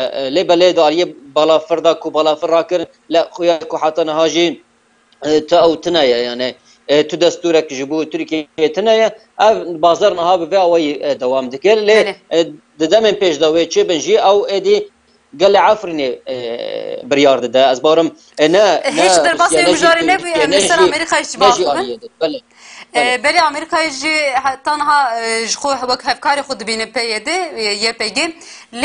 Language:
Kurdish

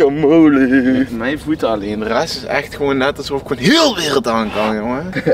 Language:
Dutch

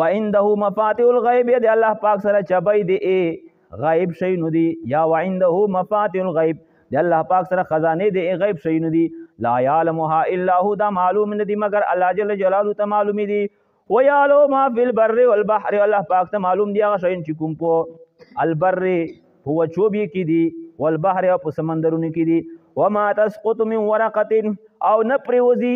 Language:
Pashto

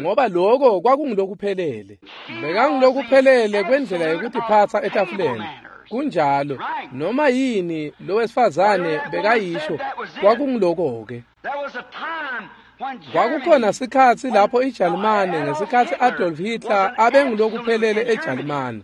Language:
Swati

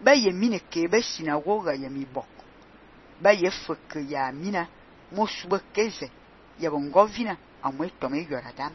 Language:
Fang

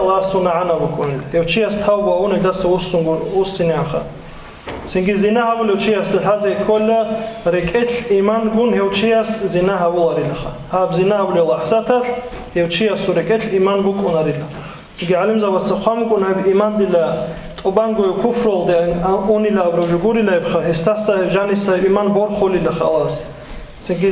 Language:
Avaric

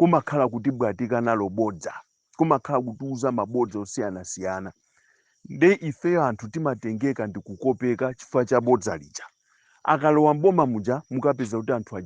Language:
Nyanja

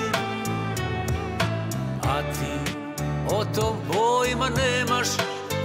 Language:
Serbian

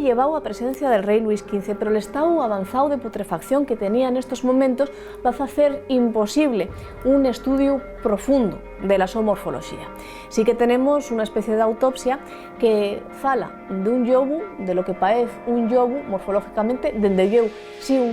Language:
Asturian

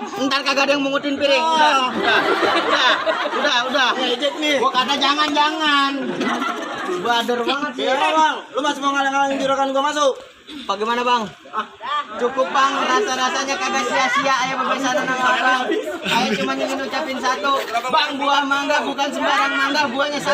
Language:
Betawi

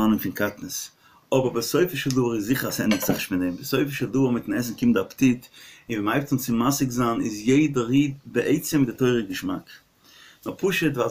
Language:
Yiddish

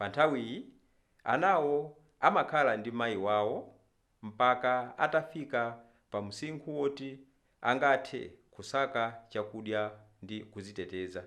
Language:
Nyanja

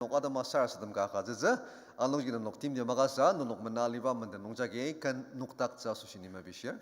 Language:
Ao Naga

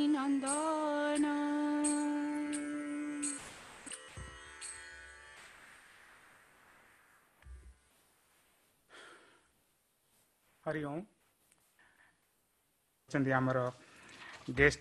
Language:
Odia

